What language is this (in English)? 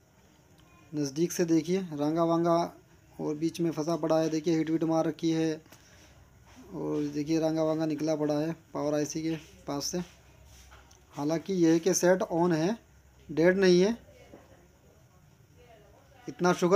Hindi